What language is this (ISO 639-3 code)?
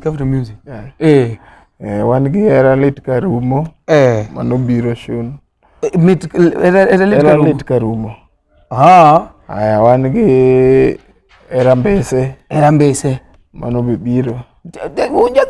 luo